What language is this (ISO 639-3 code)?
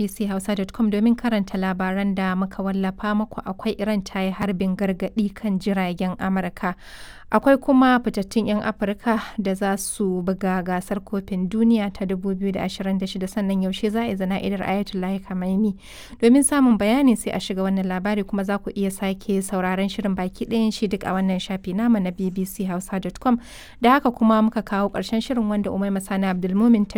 hau